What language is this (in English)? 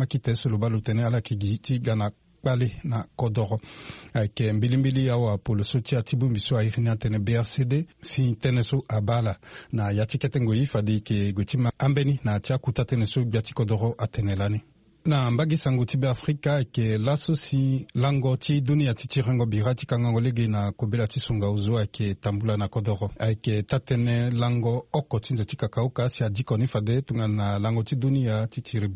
Sango